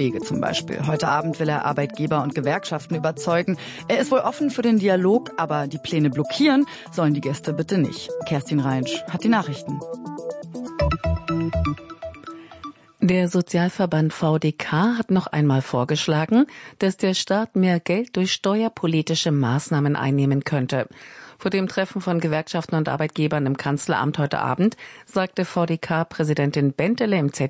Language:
German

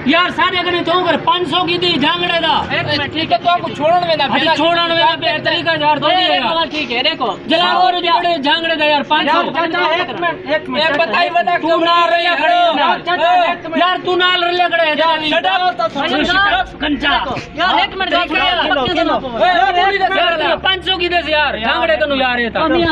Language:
Saraiki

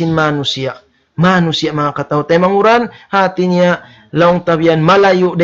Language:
Tausug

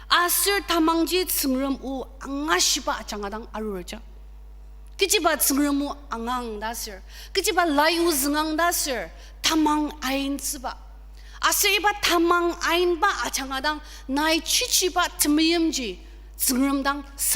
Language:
Ao Naga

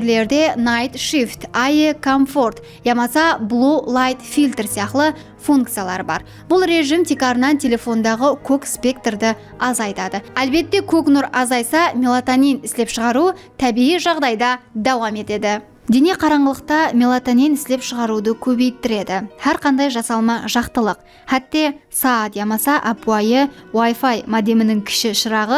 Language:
Kara-Kalpak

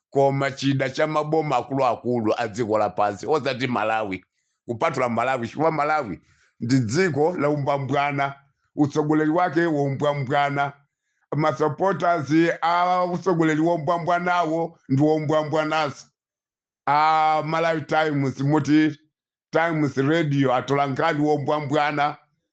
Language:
Nyanja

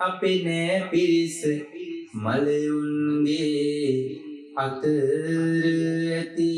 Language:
Sinhala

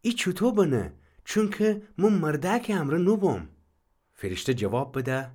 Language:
Gilaki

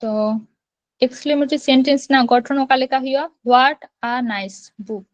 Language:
Santali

